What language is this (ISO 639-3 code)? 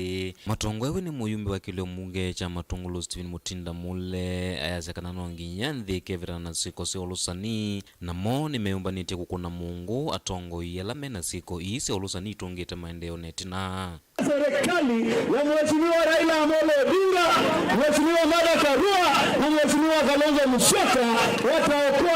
kam